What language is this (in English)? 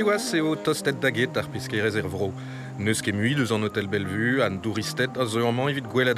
Breton